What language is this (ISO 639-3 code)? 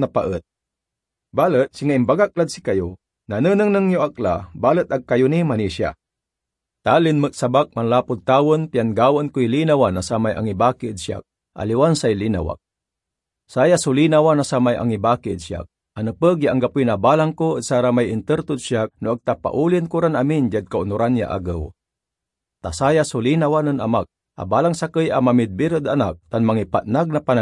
pag